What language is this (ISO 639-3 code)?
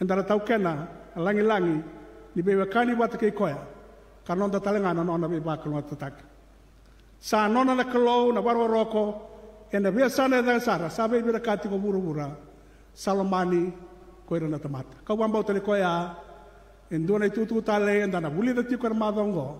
fij